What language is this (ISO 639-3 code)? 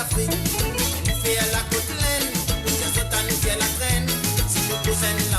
mfe